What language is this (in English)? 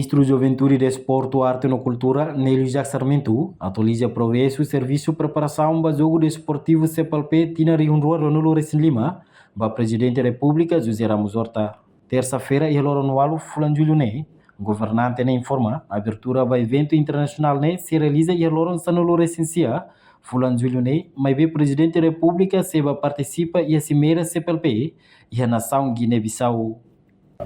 Tetum